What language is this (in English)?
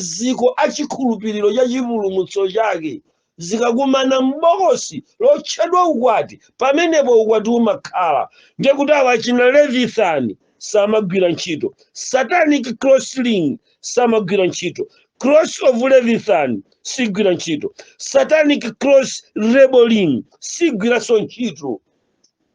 Nyanja